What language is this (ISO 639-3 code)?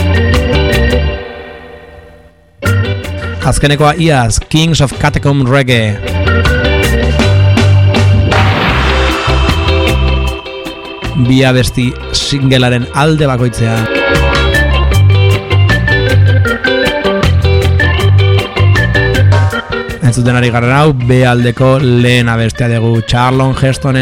eus